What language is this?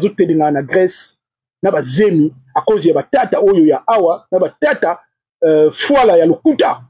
Lingala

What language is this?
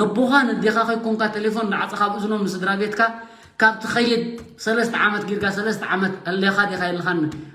Tigrinya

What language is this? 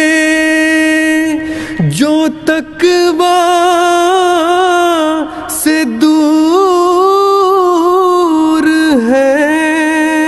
Urdu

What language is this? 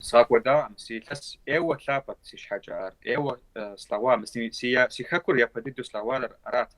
Kabardian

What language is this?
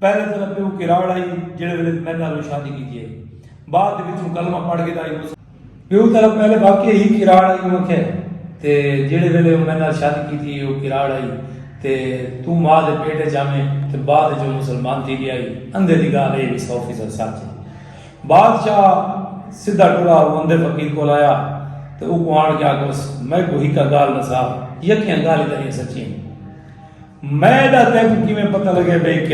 Saraiki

